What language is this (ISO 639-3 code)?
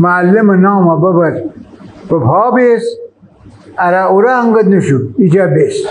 glk